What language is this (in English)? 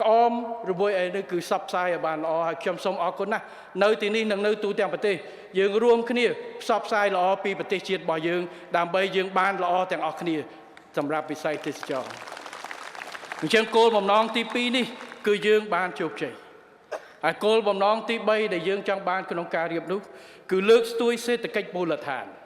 Khmer